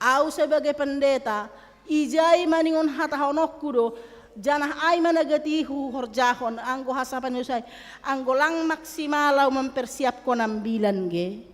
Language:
Batak Simalungun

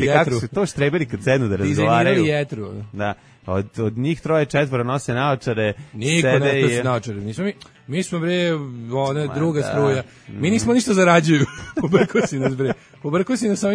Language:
Serbian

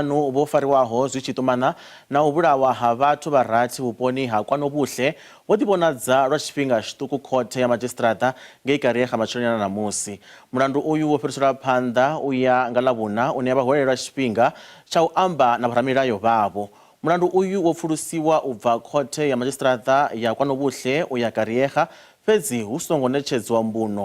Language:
Venda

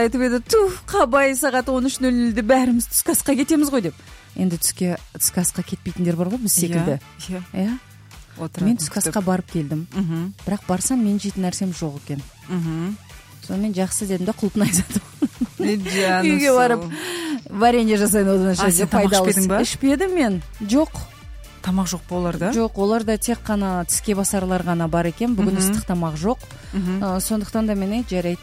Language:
Kazakh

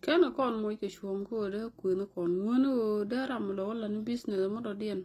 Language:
Nuer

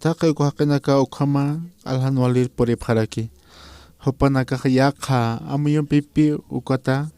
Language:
Aymara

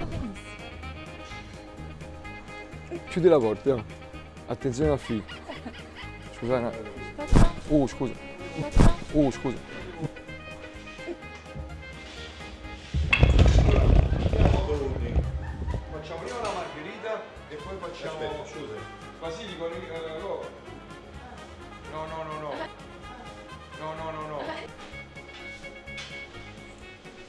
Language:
Italian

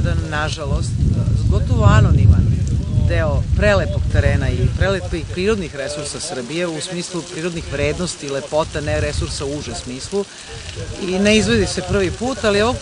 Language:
Serbian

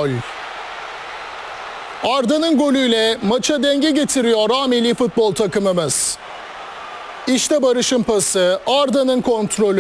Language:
Turkish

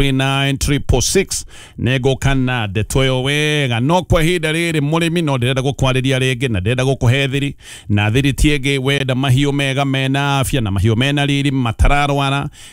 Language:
Kikuyu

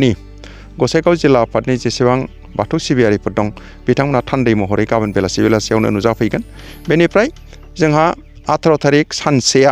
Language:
Bodo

